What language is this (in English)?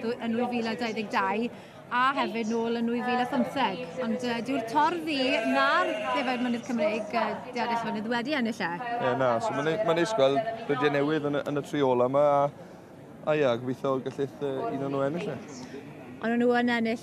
Welsh